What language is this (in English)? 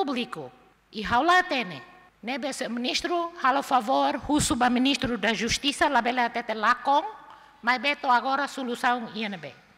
Tetum